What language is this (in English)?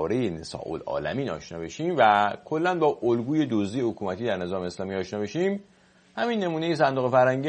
Persian